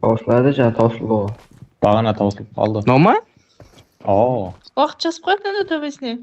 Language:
Kara-Kalpak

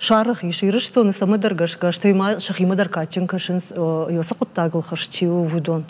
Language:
Ossetic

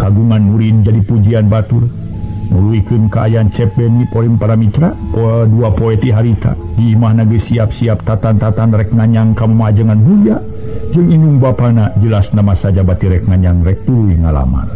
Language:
Sundanese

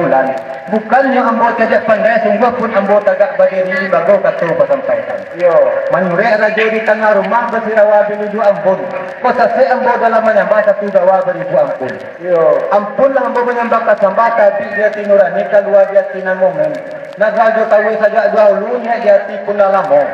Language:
Minangkabau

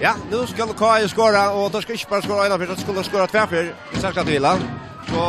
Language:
Faroese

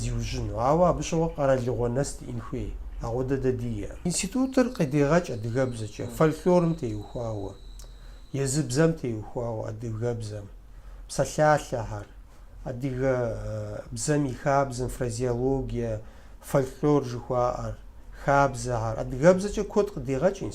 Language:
Kabardian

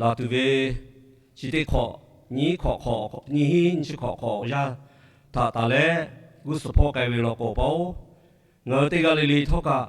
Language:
Lahu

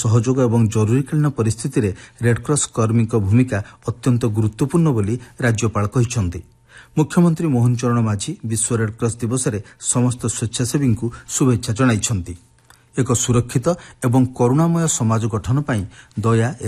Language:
Odia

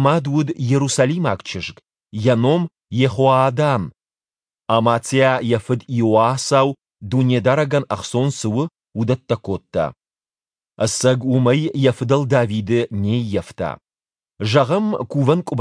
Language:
Ossetic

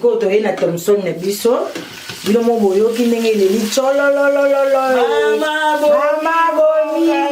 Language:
Lingala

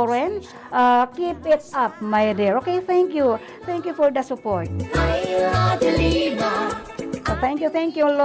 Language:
Bikol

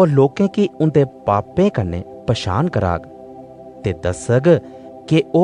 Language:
Dogri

